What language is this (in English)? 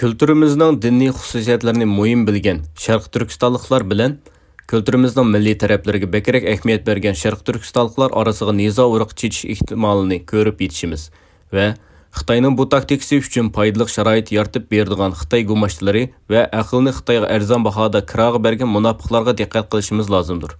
Uyghur